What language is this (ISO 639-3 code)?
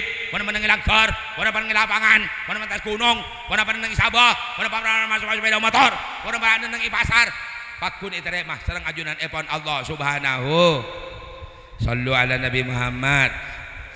mad